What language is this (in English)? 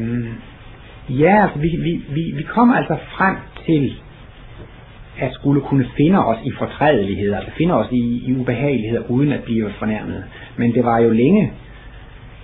Danish